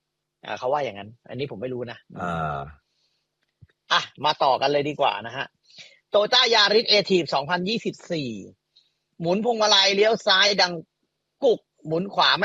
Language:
Thai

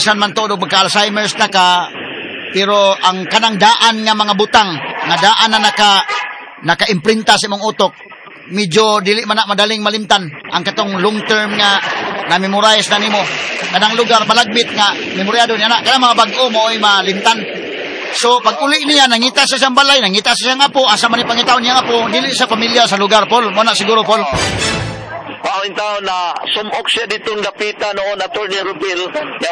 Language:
Cebuano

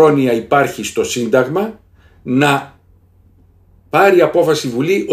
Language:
Greek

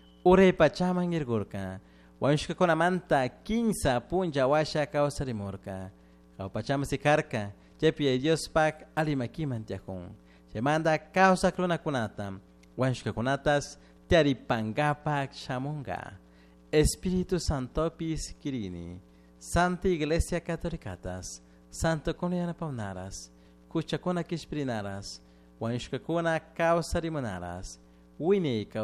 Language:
Chimborazo Highland Quichua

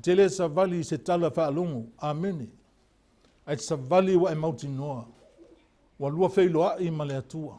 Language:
Samoan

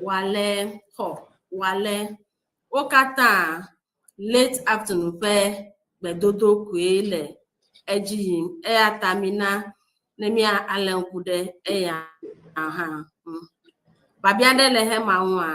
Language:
Ewe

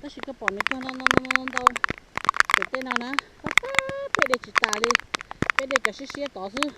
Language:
Hmong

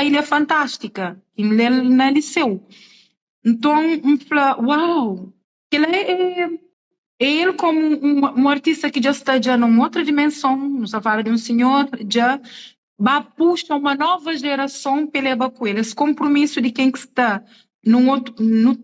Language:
Kabuverdianu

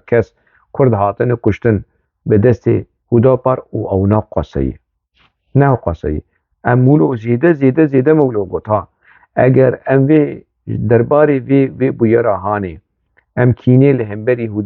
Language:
Kurdish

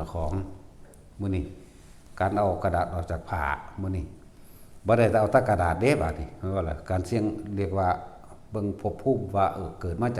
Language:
Northeastern Thai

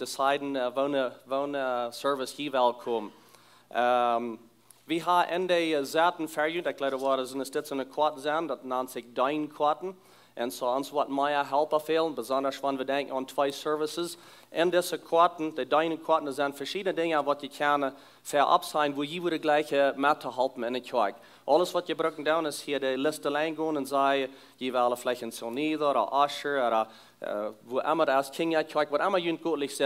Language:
Plautdietsch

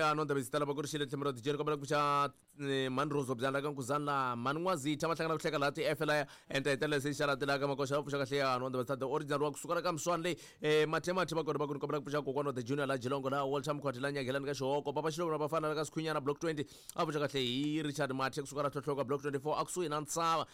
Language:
Tsonga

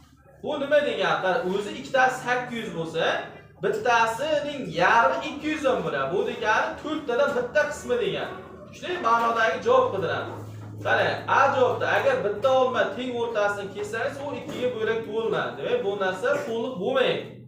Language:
Uzbek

